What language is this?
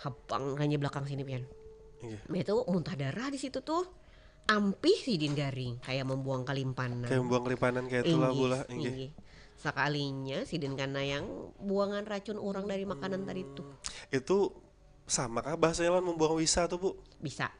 Banjar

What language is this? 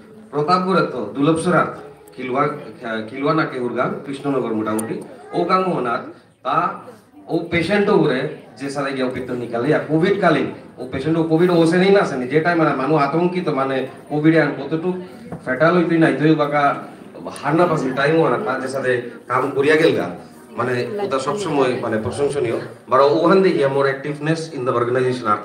Bishnupriya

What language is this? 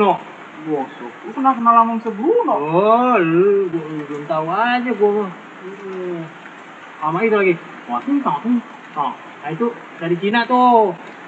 Betawi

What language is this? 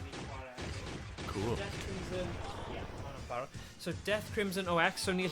Welsh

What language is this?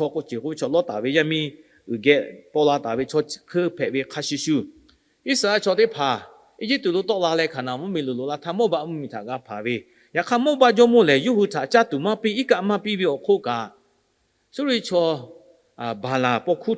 Lahu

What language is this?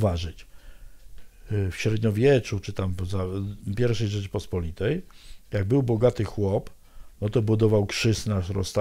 Polish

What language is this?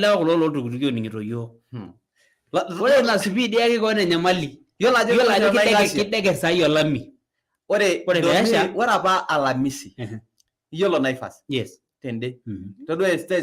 Masai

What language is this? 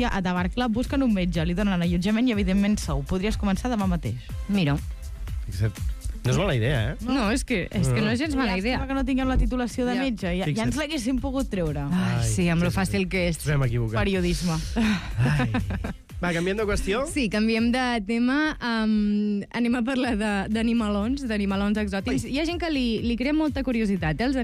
Catalan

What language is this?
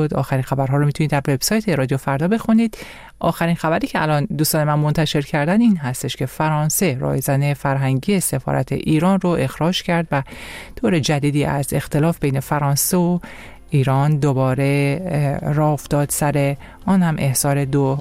Persian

